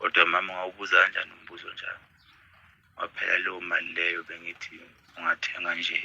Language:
Zulu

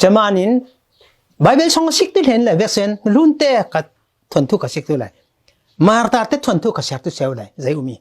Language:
Falam Chin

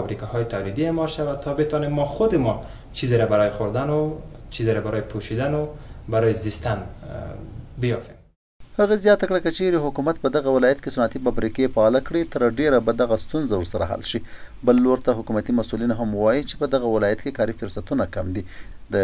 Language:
Pashto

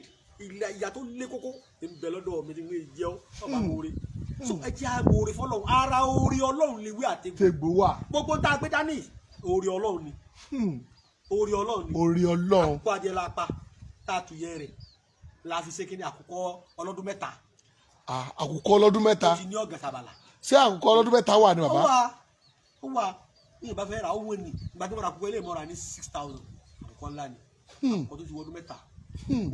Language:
Yoruba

